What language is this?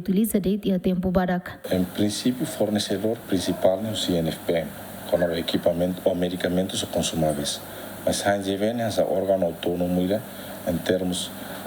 Tetum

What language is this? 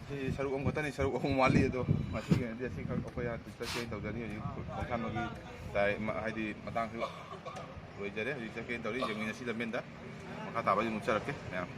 Manipuri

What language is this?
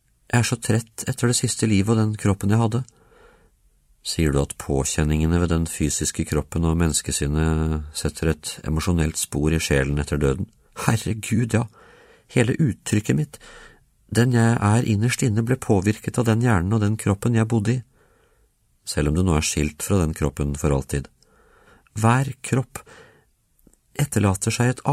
Norwegian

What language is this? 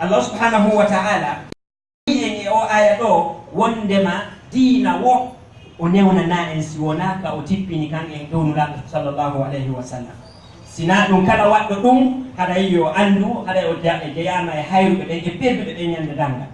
Fula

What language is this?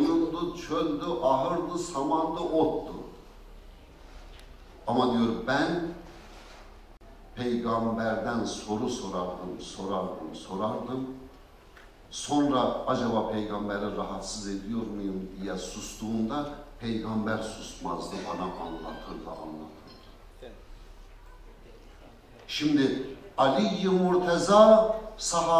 Turkish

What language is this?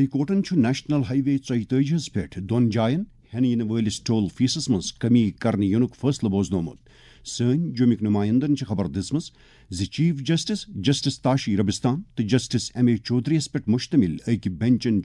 Kashmiri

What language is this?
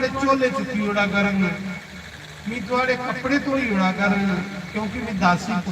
Dogri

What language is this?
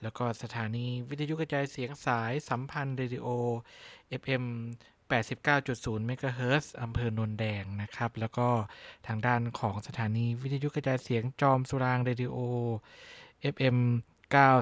Thai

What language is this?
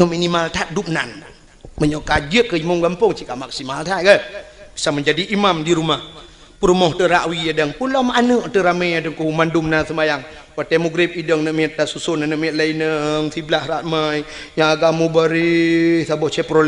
Achinese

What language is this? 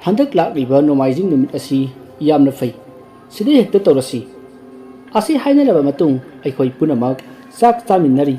Manipuri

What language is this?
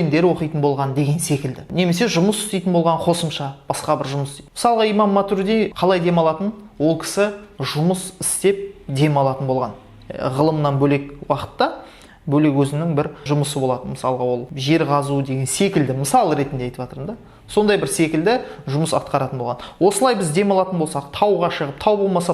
Kazakh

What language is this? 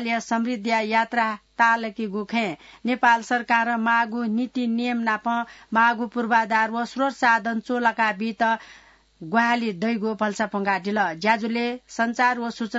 Newari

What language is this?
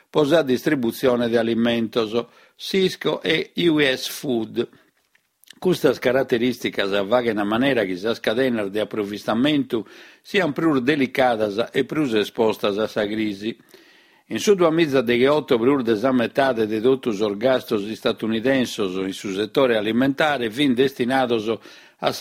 Sardinian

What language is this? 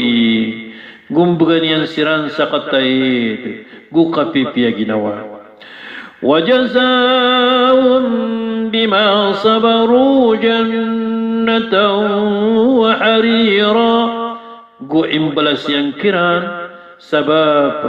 Maranao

